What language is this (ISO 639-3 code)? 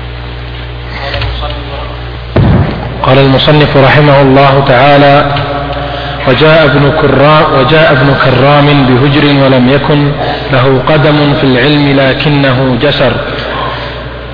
ara